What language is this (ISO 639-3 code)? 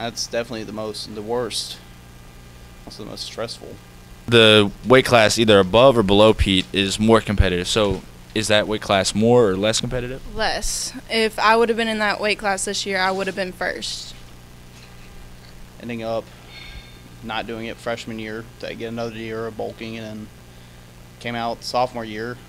eng